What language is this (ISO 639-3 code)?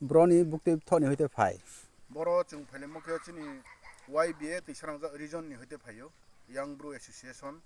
ria